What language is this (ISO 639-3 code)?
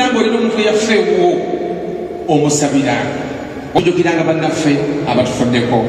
lug